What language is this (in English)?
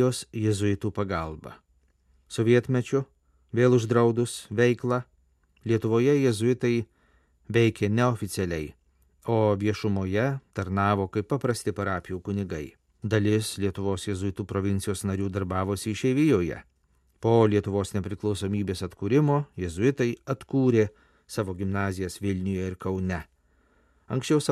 Lithuanian